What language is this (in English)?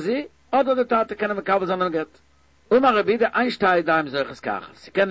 Yiddish